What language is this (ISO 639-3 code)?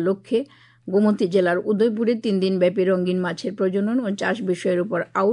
ben